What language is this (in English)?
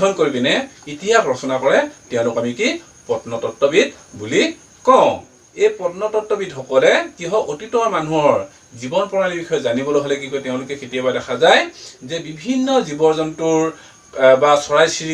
Assamese